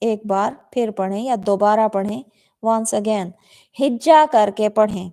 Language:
Saraiki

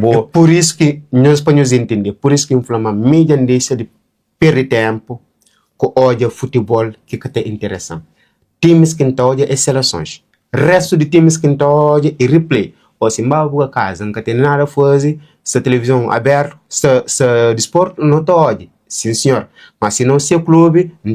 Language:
Kabuverdianu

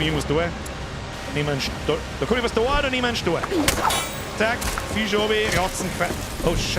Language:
Bavarian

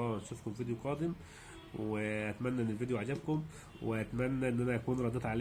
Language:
Egyptian Arabic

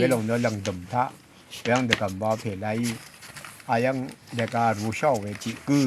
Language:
Rawang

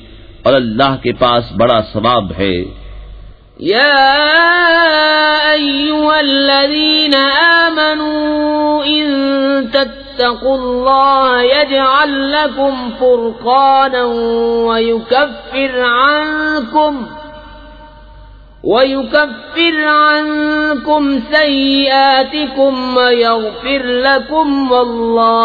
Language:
Urdu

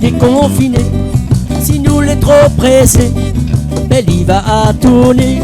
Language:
Réunion Creole French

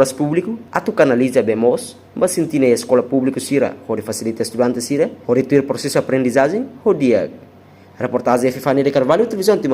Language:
Tetum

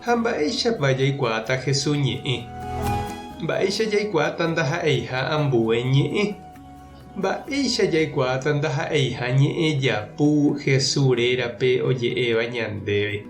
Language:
Guarani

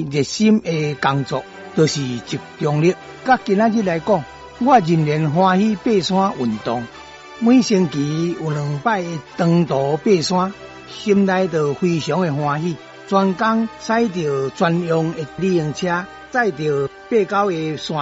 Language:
Min Nan Chinese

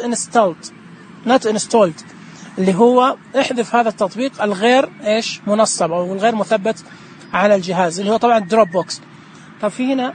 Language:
Najdi Arabic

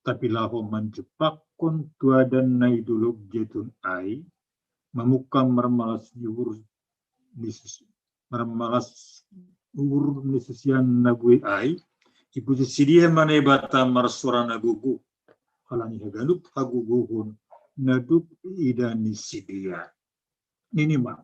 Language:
Batak Simalungun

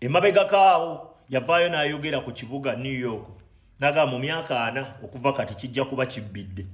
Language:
Ganda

